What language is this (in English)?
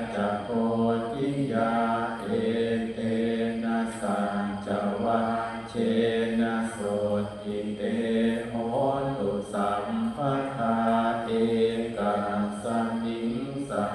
Pali